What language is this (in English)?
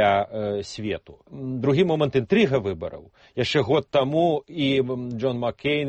Belarusian